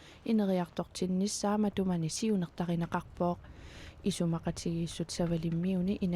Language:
Kalaallisut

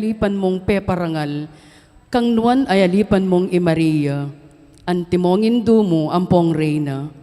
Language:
Pampanga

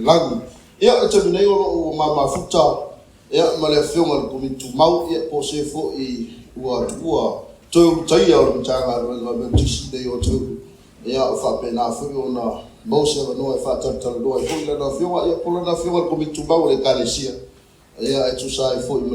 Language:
Samoan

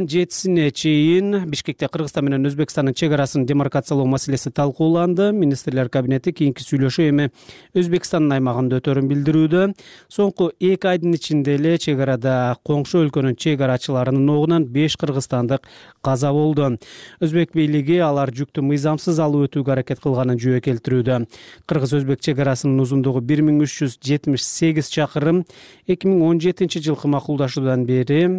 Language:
Kyrgyz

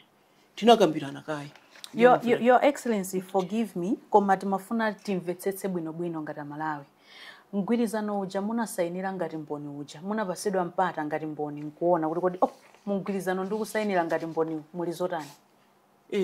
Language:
Nyanja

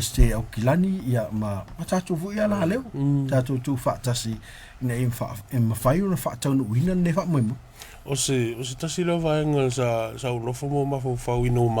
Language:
Samoan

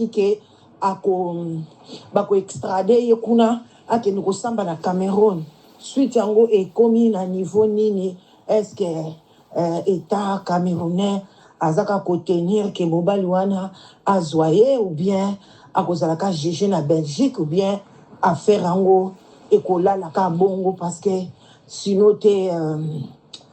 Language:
Lingala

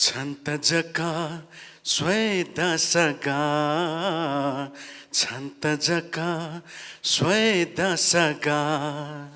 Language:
Newari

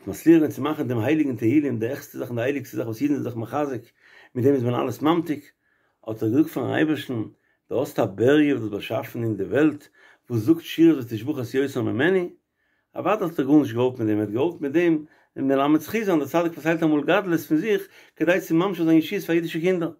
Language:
Yiddish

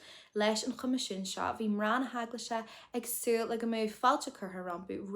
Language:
Irish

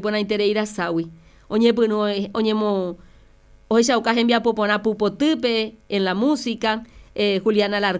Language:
Guarani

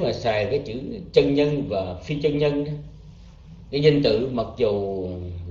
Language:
Vietnamese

